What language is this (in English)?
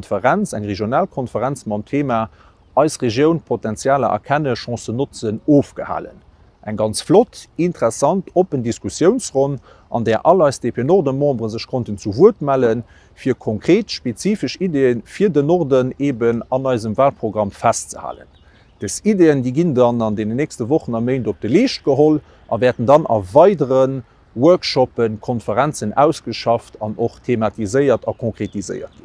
Luxembourgish